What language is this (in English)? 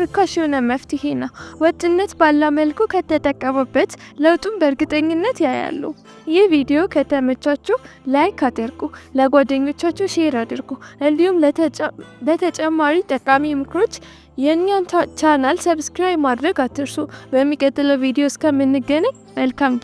Amharic